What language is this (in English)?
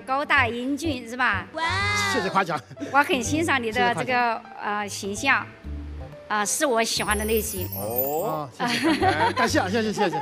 Chinese